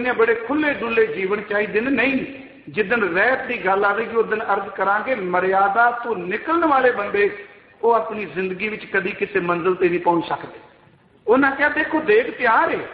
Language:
Punjabi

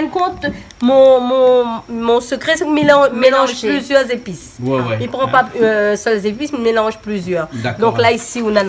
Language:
Réunion Creole French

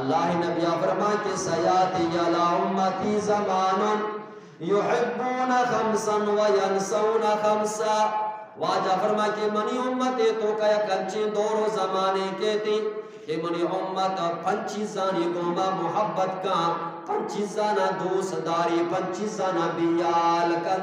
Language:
Eastern Balochi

